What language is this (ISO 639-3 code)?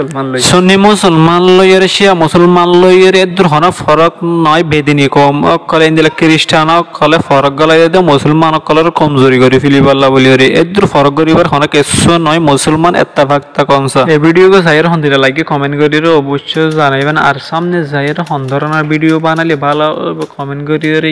rhg